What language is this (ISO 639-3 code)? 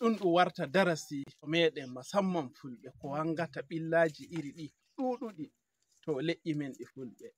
fuv